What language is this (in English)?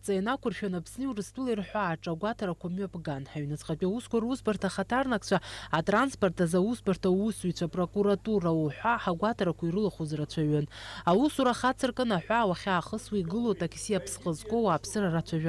Abkhazian